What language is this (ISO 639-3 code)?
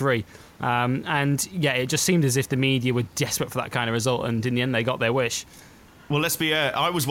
eng